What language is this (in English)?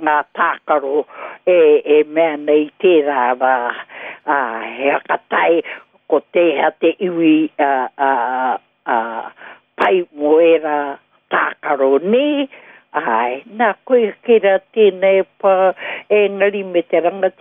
Māori